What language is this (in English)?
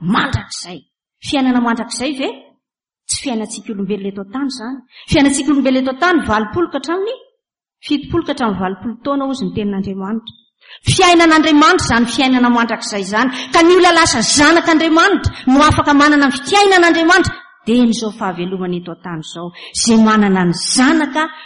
Malagasy